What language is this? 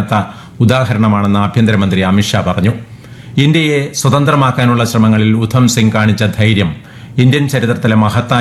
Malayalam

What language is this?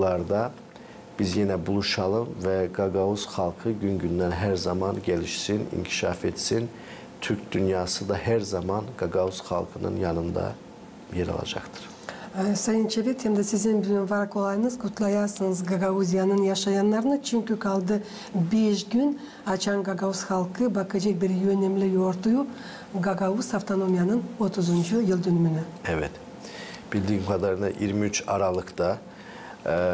Gagauz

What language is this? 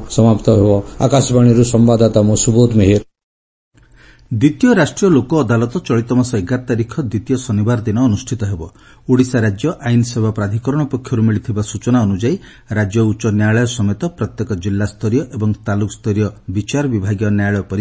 Odia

